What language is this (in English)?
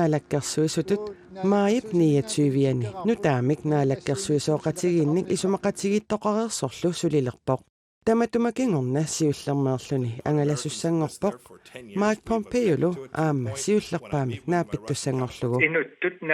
Kalaallisut